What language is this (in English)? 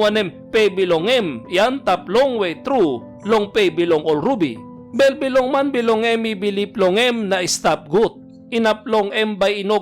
Tok Pisin